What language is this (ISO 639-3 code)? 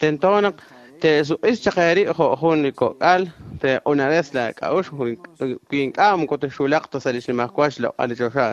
kek